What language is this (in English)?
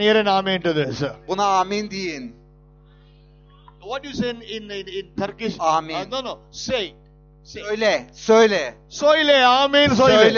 Turkish